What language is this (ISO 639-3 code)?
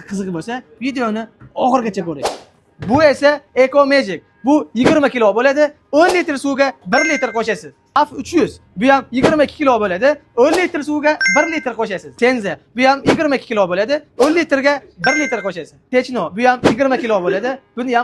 uzb